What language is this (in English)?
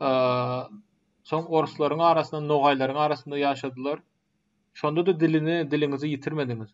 Turkmen